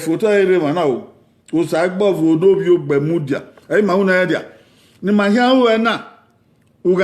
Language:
Bini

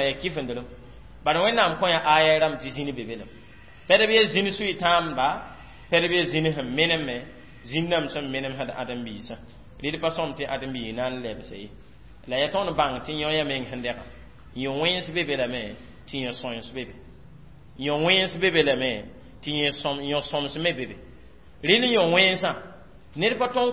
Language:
Mossi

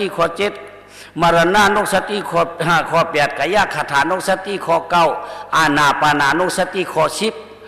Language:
Shan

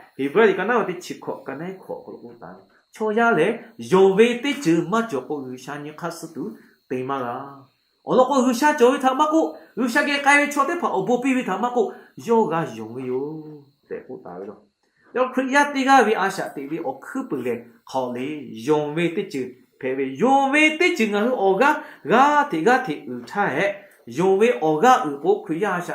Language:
Lahu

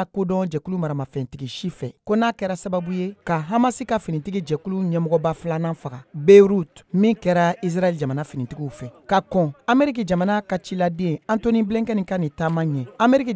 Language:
Bambara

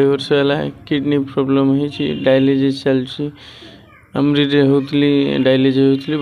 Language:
Odia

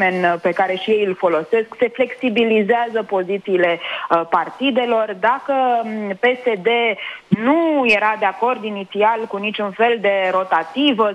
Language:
Romanian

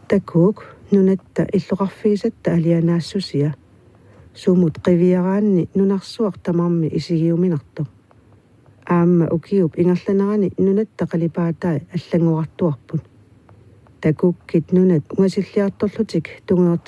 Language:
Kalaallisut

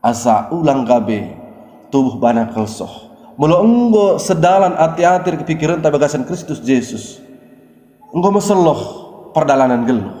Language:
Batak Dairi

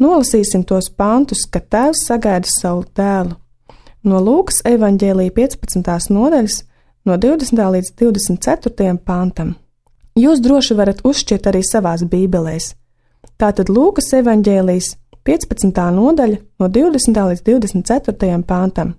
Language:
Latvian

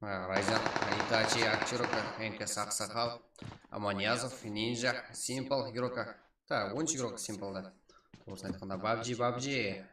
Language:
Kara-Kalpak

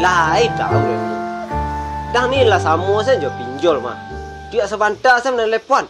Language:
Minangkabau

